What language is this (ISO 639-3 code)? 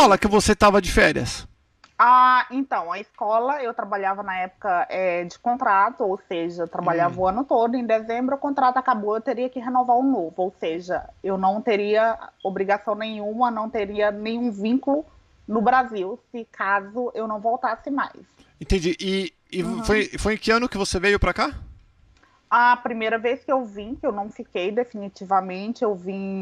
por